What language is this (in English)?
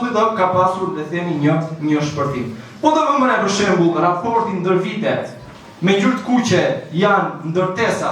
Albanian